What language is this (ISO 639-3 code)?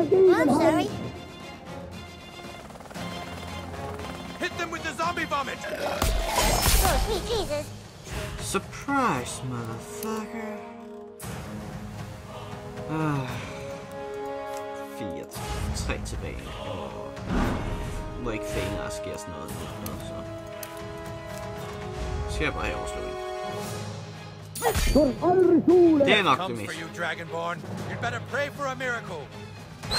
dan